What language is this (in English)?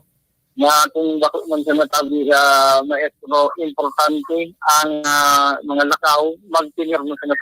Bikol